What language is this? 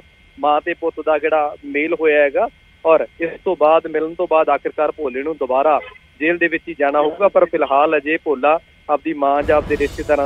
Punjabi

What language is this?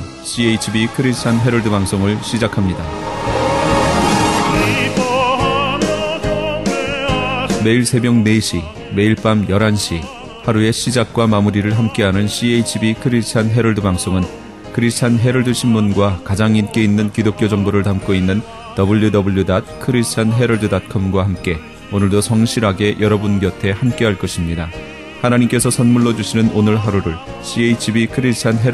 Korean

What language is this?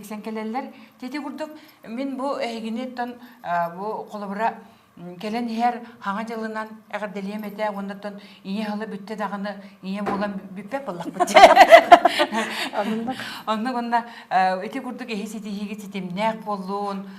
Yakut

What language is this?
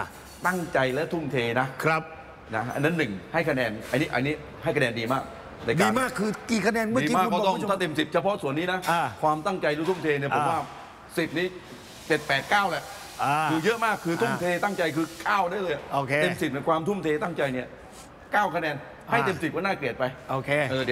Thai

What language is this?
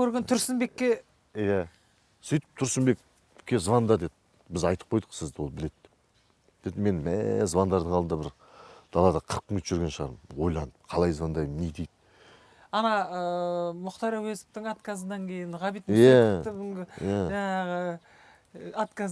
Kazakh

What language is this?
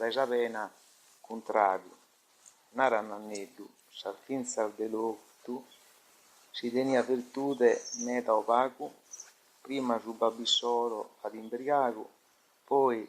Sardinian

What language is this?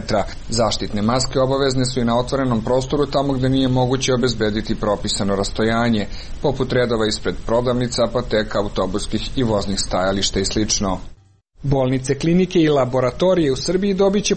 Serbian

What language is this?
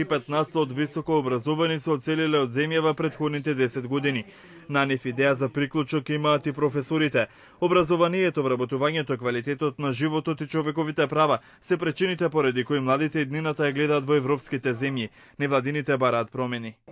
Macedonian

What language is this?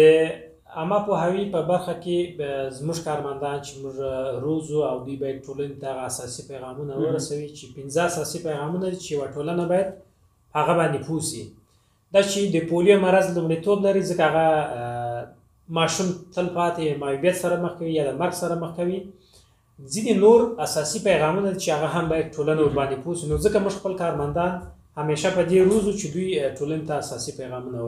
Pashto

